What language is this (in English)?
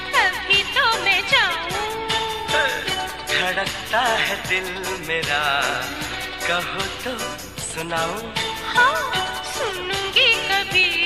Hindi